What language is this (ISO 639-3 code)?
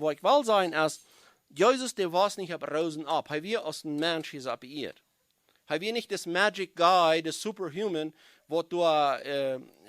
pdt